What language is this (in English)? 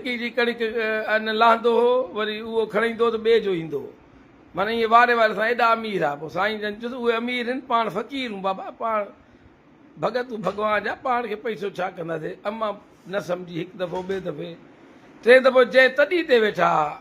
Sindhi